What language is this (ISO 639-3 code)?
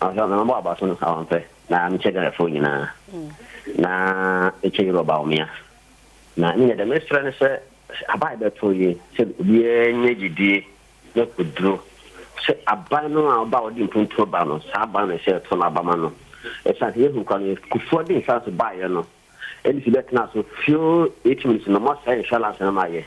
aka